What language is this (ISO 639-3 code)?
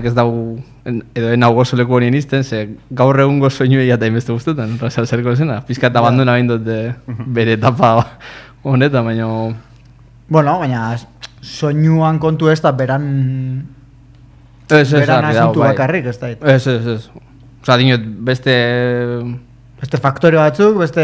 eus